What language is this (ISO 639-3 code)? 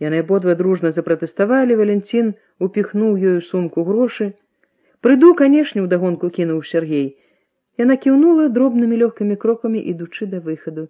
bel